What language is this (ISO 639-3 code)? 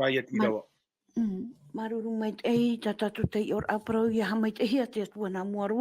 tah